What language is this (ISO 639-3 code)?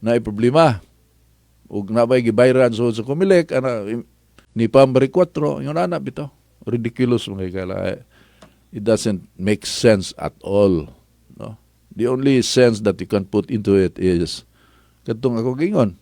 ceb